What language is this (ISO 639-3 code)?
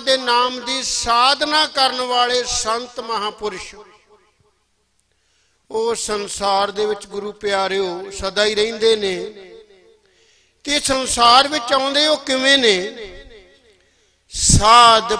pan